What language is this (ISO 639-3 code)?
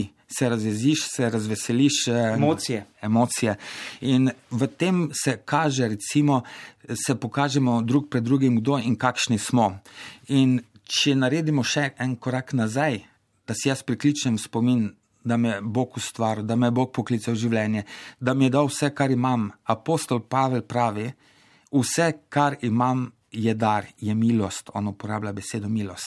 slv